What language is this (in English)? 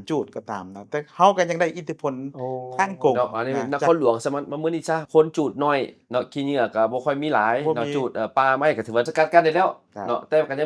Lao